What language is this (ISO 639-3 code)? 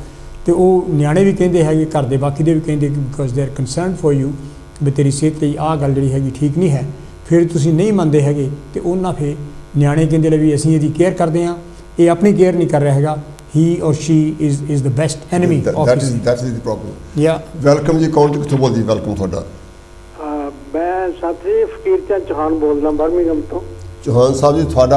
pan